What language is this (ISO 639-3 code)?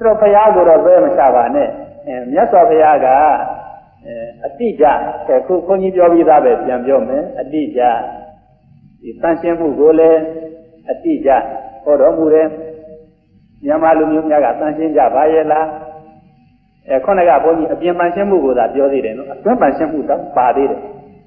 mya